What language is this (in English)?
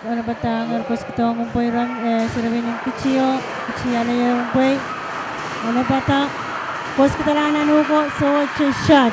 Pohnpeian